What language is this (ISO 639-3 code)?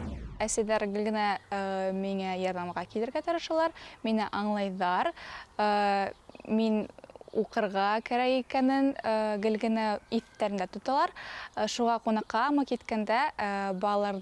bak